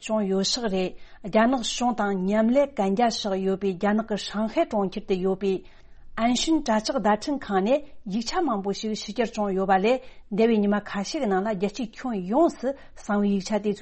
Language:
Tibetan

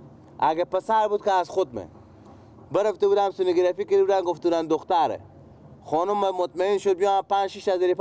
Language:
Persian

